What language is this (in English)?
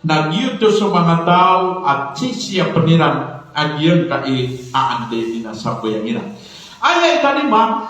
Maranao